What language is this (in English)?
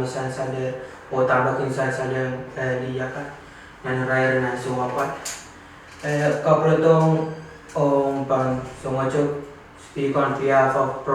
Pohnpeian